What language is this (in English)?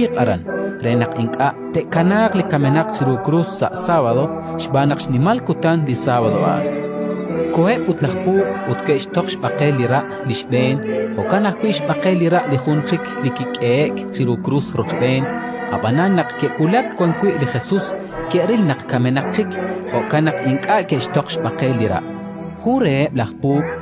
Kekchí